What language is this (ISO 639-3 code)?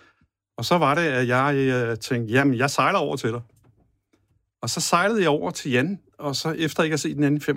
dan